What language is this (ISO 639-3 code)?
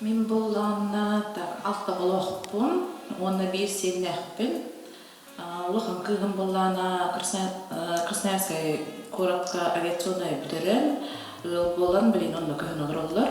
sah